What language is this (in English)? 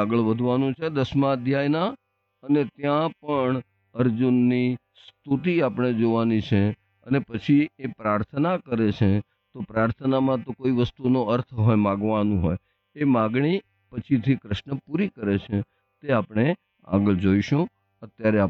Gujarati